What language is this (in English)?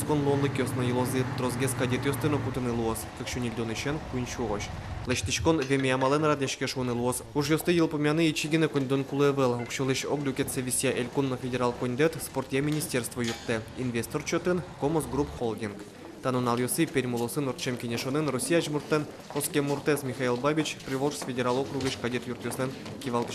Udmurt